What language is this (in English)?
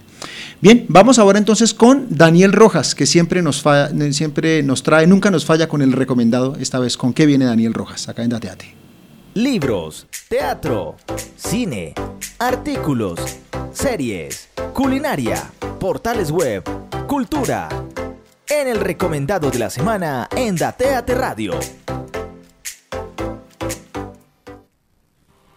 Spanish